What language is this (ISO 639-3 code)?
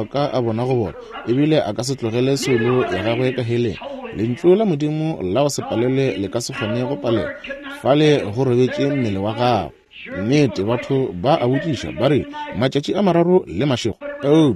nso